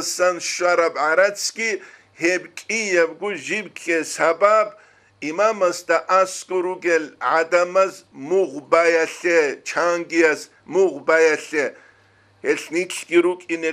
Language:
Avaric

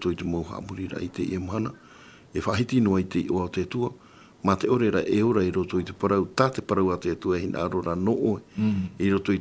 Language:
Tahitian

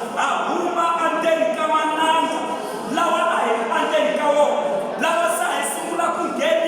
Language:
Tsonga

